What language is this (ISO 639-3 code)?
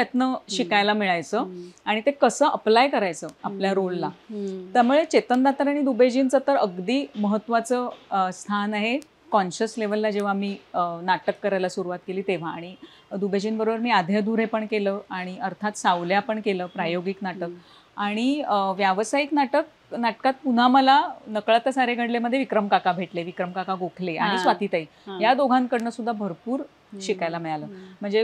mar